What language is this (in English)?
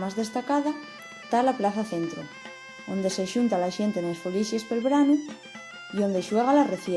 Asturian